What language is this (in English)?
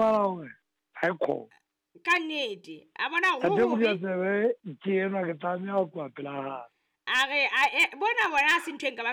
Southern Sotho